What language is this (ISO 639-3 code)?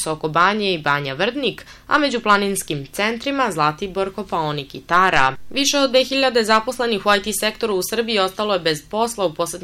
srp